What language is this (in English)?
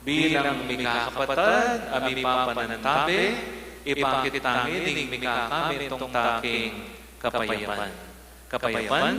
Pampanga